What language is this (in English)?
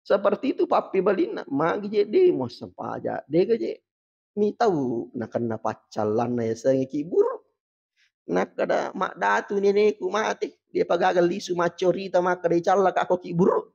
Buginese